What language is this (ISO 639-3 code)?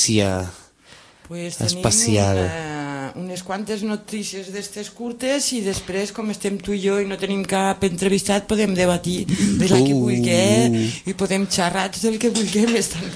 cat